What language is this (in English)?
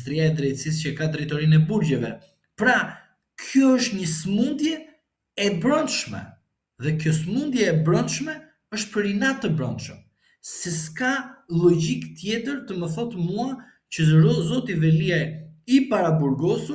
Albanian